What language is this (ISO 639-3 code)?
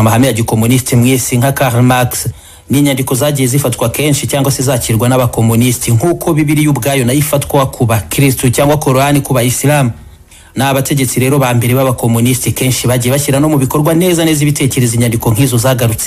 kin